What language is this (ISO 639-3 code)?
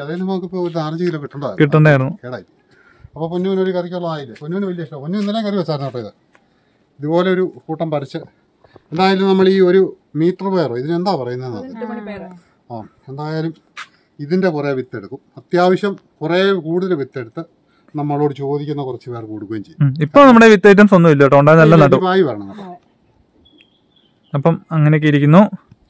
mal